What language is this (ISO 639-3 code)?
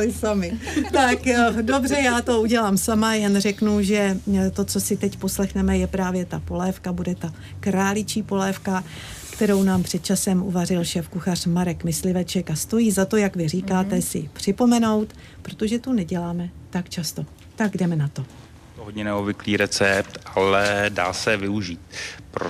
ces